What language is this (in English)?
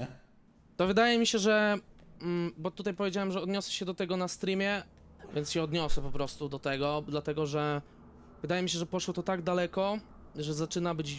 Polish